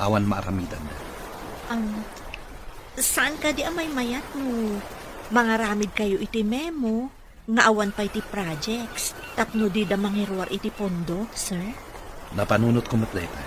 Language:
Iloko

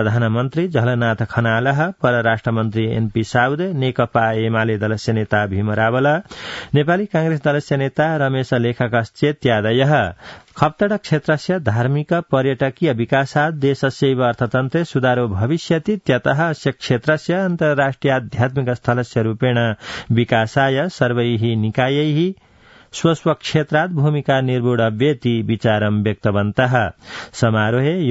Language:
Sanskrit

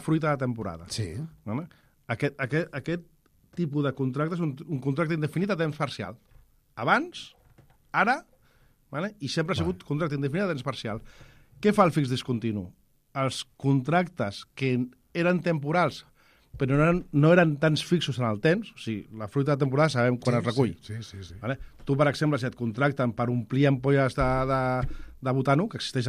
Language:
Catalan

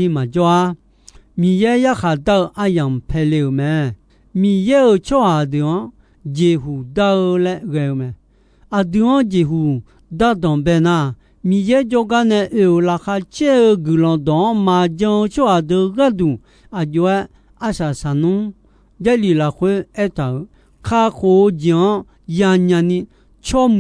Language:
Akha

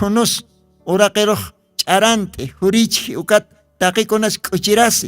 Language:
Aymara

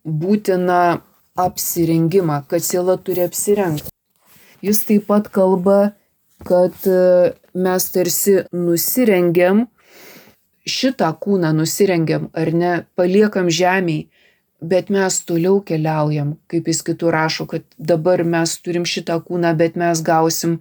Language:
Lithuanian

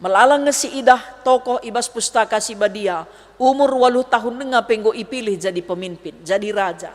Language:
Batak Karo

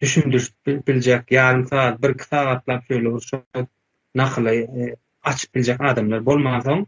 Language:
Turkmen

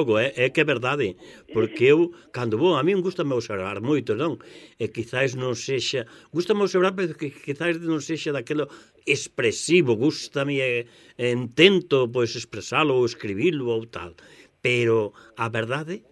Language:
Galician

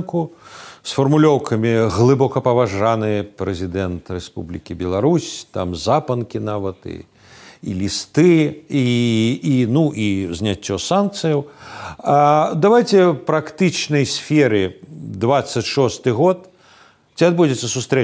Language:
Belarusian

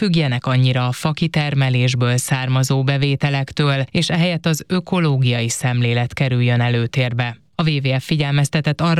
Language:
Hungarian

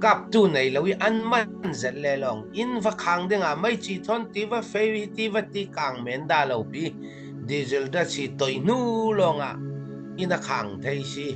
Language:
Falam Chin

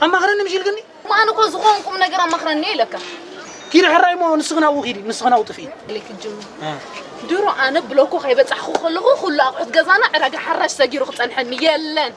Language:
Tigrinya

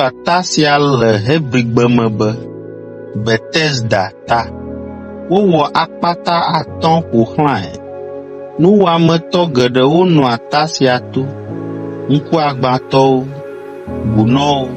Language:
Ewe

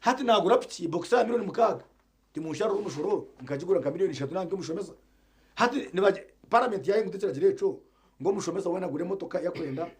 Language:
Nyankole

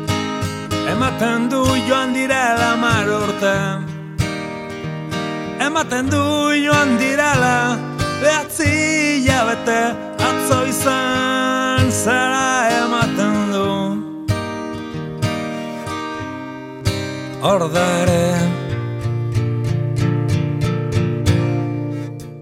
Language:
Basque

